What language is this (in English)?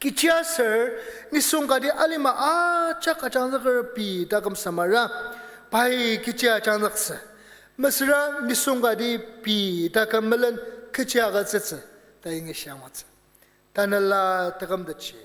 Ao Naga